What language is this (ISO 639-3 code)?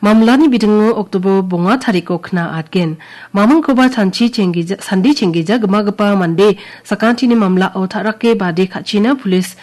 grt